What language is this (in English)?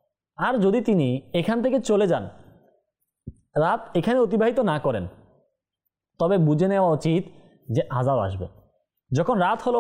Bangla